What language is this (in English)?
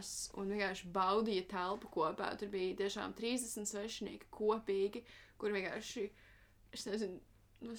Latvian